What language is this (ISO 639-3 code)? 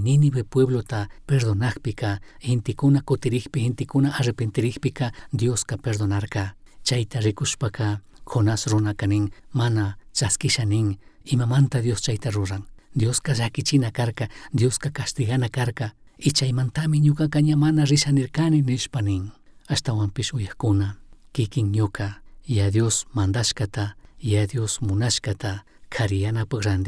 qug